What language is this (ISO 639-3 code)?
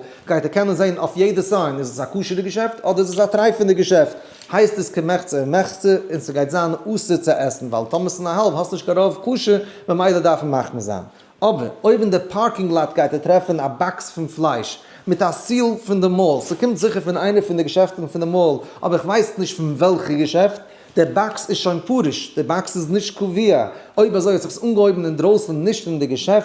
yid